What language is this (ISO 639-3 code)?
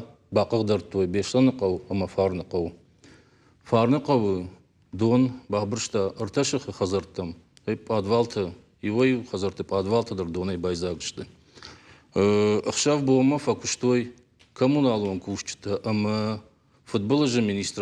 oss